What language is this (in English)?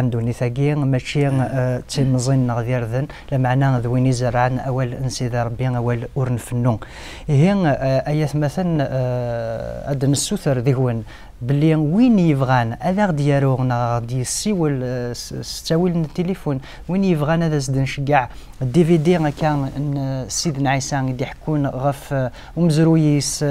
Kabyle